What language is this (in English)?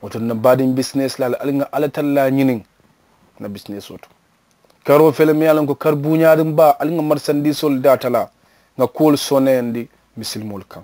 Mandingo